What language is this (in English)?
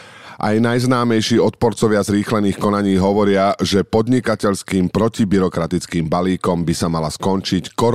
Slovak